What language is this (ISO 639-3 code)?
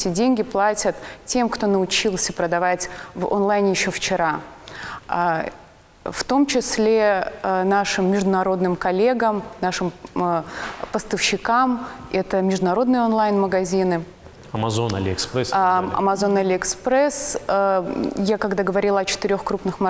rus